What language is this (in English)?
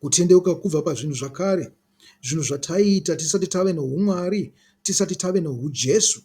Shona